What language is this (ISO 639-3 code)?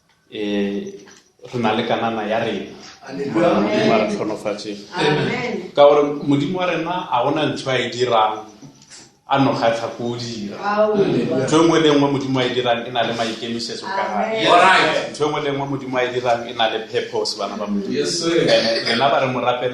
nso